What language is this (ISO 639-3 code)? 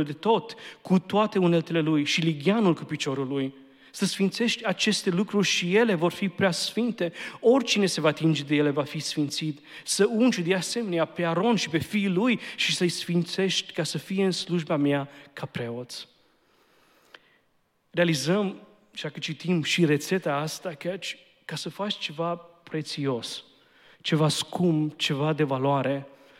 ron